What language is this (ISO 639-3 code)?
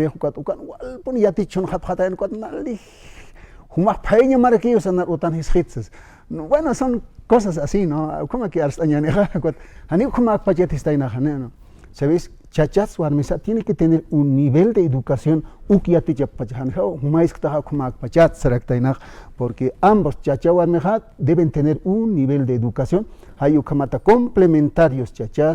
aym